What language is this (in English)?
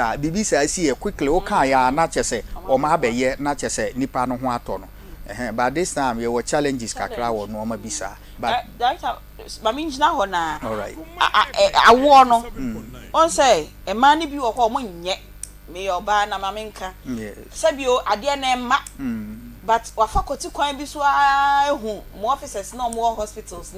Akan